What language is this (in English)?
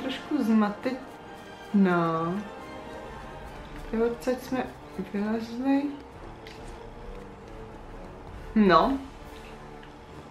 Czech